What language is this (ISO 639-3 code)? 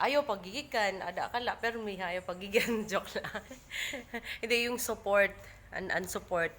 war